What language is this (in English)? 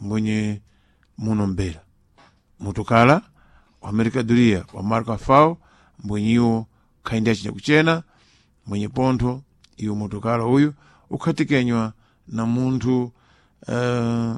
Sena